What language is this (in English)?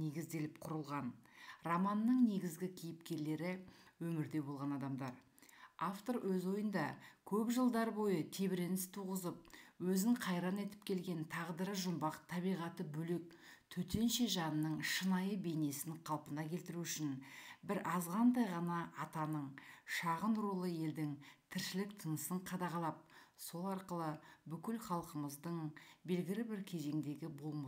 Kazakh